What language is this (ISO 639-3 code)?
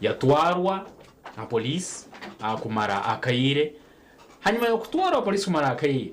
nyn